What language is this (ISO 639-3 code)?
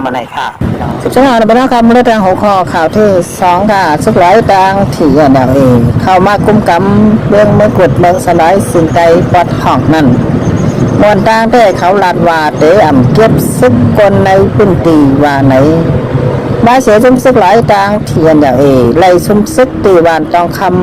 shn